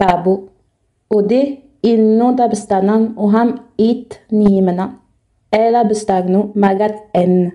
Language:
Innu-aimun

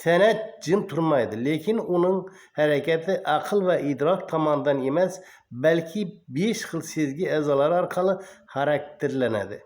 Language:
Uzbek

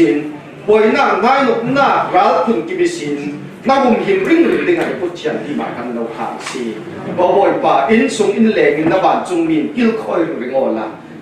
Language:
Falam Chin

